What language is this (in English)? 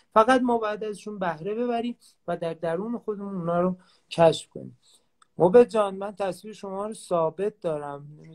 Persian